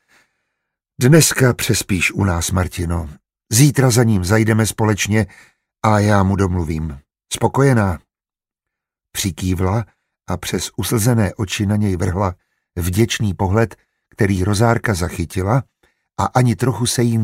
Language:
Czech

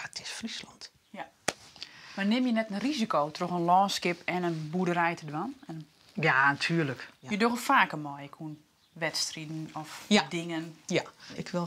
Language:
Western Frisian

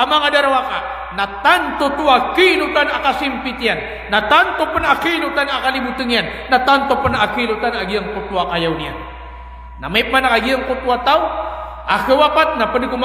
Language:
Maranao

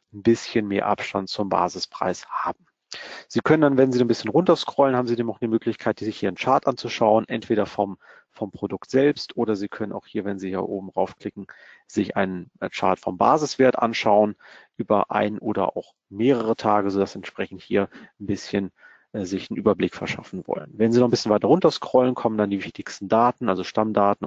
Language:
German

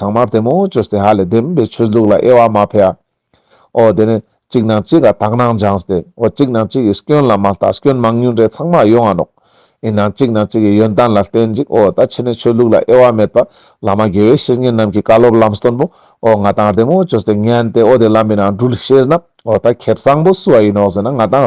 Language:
Ladakhi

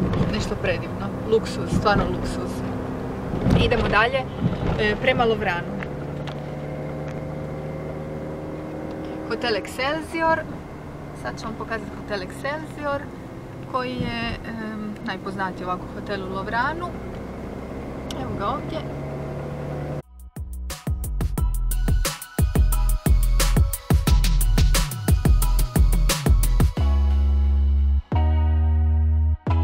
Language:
Croatian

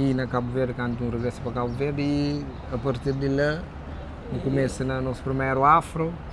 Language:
Kabuverdianu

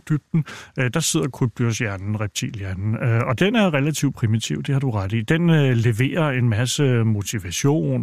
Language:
Danish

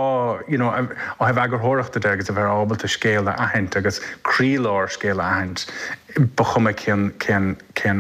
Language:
Irish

